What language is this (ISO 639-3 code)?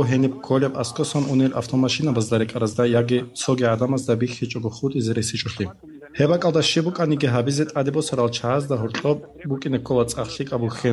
ava